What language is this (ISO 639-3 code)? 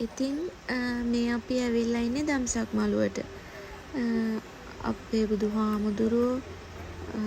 sin